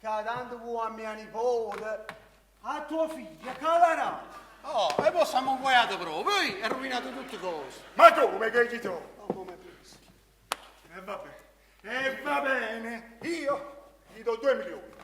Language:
Neapolitan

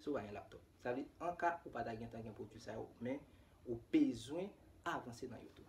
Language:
Haitian Creole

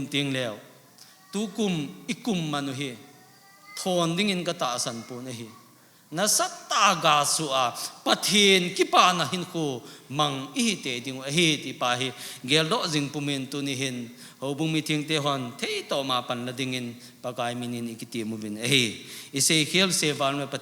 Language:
Thado Chin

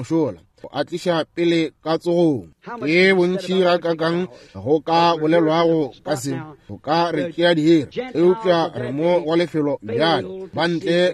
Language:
Northern Sotho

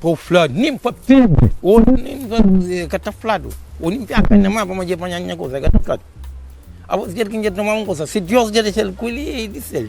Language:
Kabuverdianu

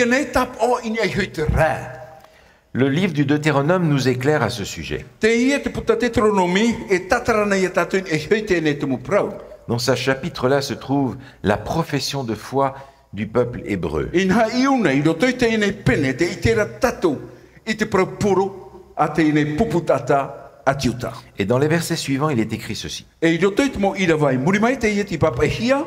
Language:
Tahitian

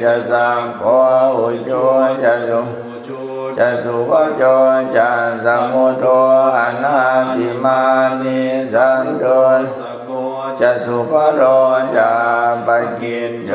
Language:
Pali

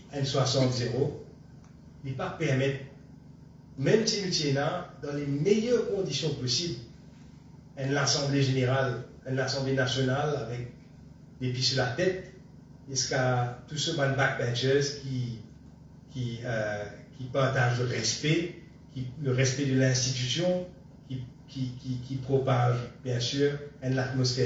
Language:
Morisyen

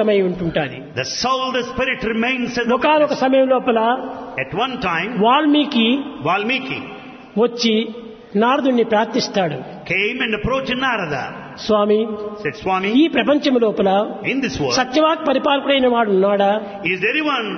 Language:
Telugu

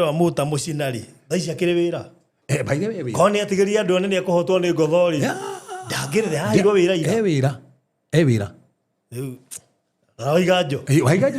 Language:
Kikuyu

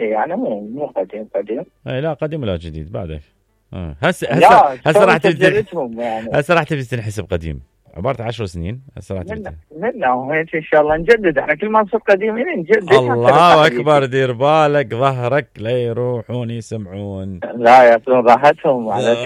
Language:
Mesopotamian Arabic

